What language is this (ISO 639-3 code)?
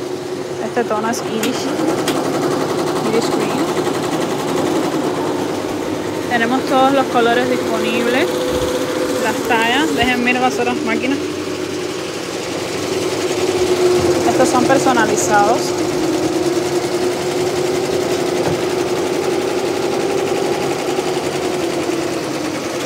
spa